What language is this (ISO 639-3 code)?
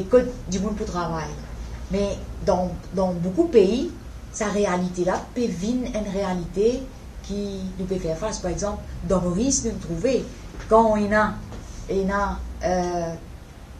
mfe